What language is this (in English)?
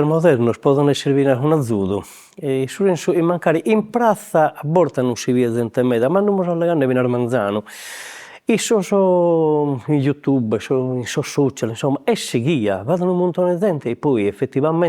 Sardinian